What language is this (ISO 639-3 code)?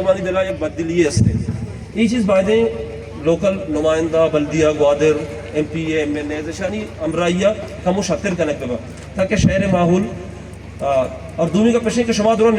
bal